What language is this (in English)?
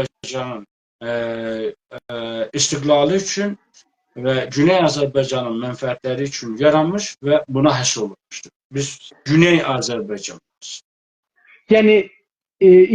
South Azerbaijani